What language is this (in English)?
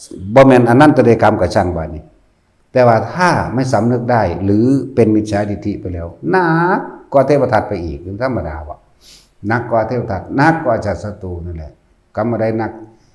Northeastern Thai